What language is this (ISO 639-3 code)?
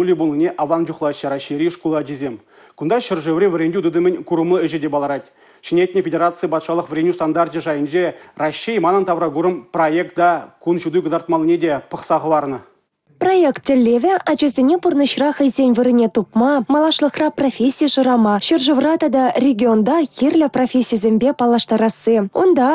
chv